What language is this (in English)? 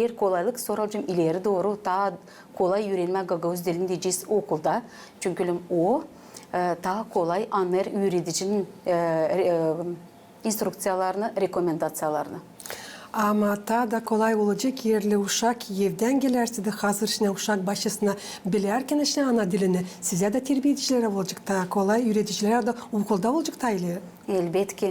Gagauz